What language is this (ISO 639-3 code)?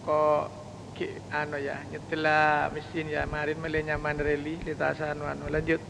mad